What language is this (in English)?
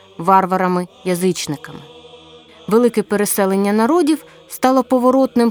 Ukrainian